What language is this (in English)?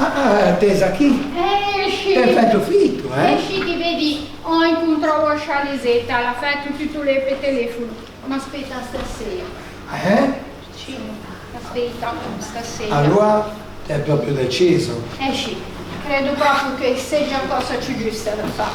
Ligurian